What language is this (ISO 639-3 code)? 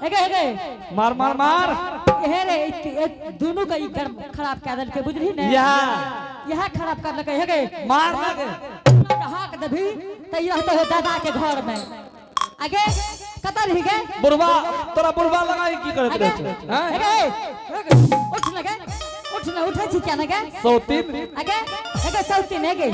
anp